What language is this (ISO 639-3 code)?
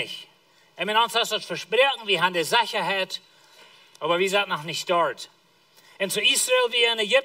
pdt